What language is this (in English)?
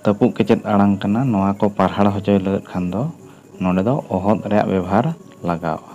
Santali